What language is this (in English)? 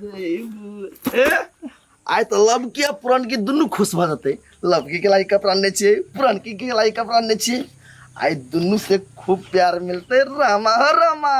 Maithili